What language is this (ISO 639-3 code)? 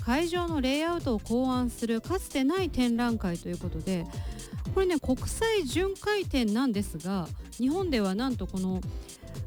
jpn